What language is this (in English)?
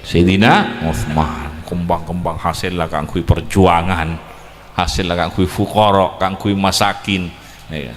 Madurese